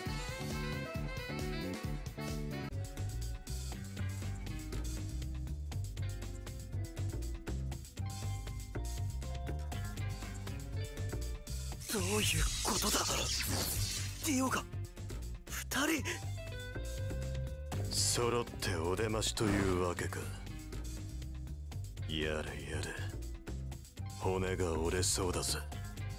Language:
Japanese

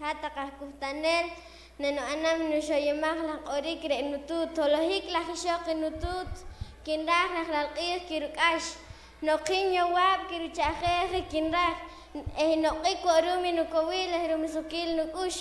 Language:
Poqomchi'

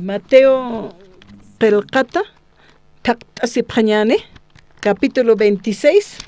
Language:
Aymara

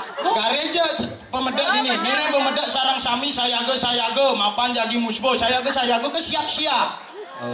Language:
Balinese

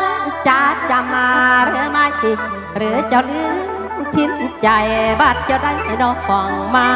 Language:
Northeastern Thai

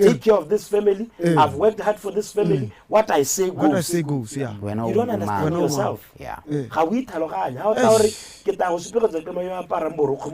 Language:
Tswana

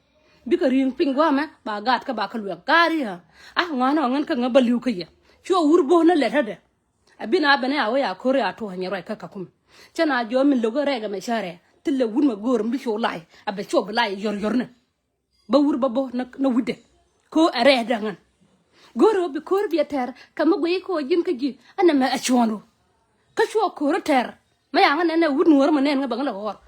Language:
Nuer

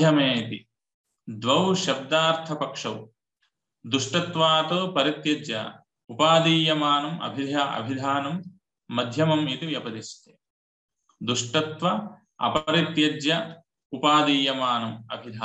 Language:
Sanskrit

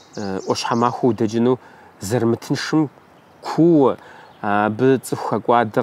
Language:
Kabardian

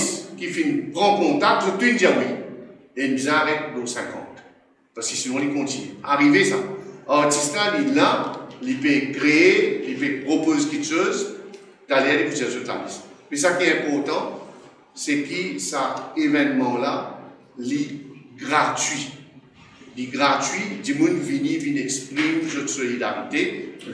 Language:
Morisyen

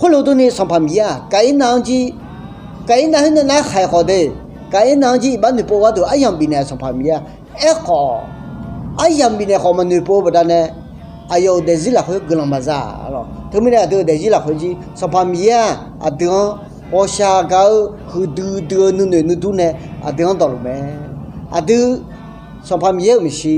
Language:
Akha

